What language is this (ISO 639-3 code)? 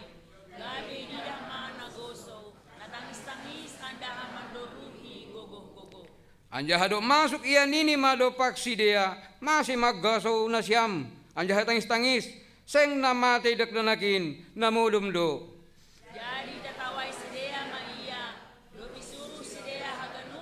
bts